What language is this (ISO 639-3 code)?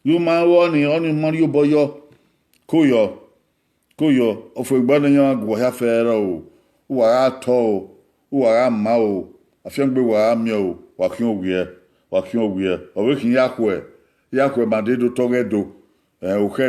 bin